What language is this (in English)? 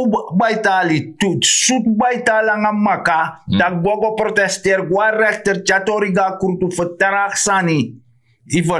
Sranan Tongo